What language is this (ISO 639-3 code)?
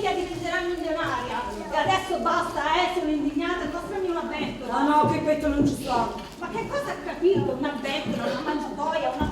nap